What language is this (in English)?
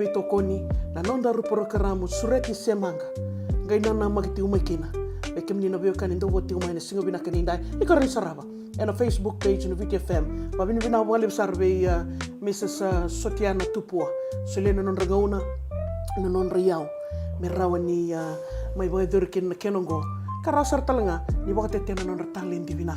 Fijian